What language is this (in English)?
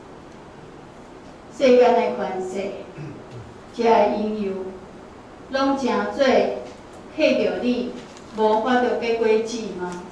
Min Nan Chinese